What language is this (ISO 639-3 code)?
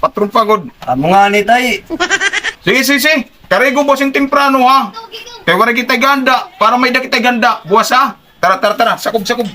war